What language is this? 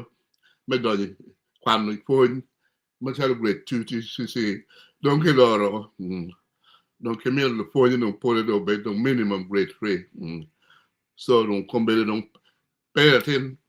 Acoli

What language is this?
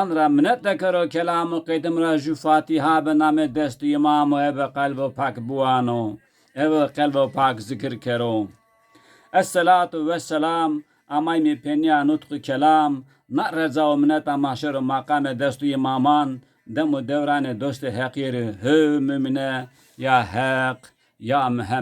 Zaza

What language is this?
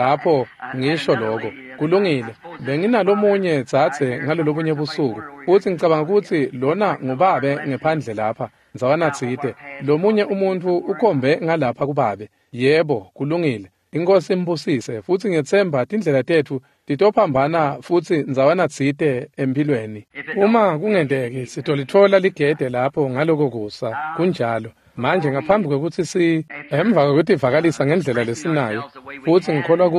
Swati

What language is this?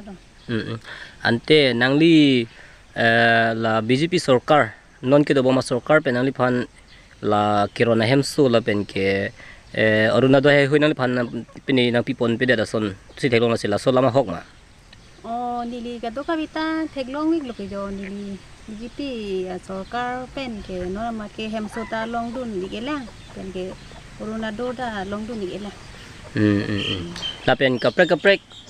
Karbi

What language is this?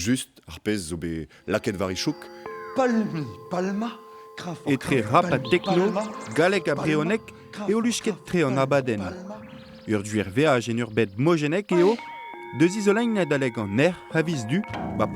Breton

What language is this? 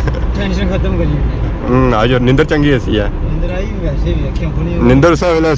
Pahari-Potwari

